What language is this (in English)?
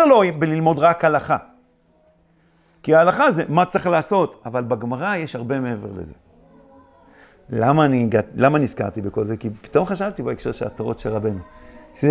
Hebrew